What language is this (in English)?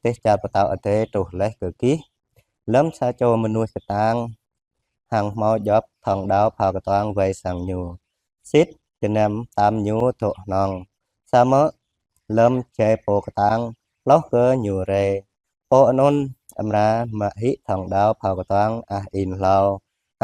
Jarai